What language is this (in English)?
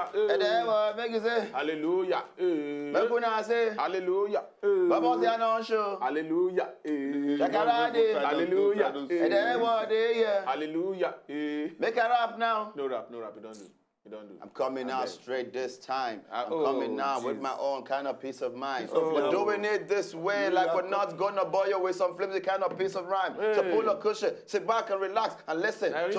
Nigerian Pidgin